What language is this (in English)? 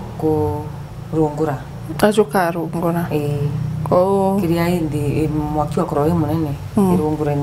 Meru